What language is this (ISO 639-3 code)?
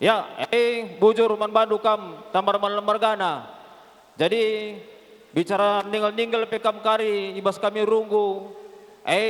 btx